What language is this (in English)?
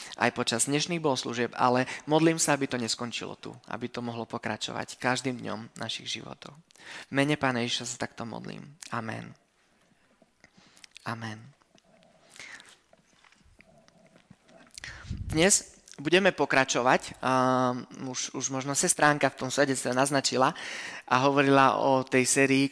Slovak